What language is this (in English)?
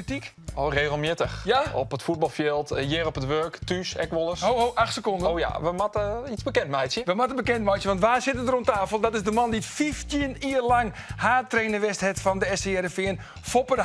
Western Frisian